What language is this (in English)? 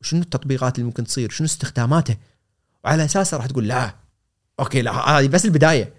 Gulf Arabic